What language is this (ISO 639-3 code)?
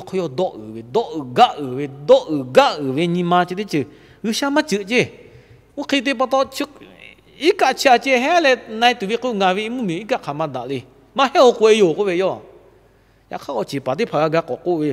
lhu